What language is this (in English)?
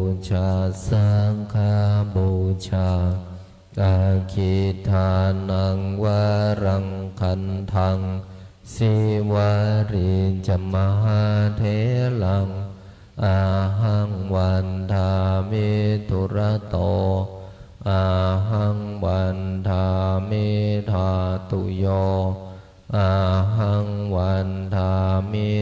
Pali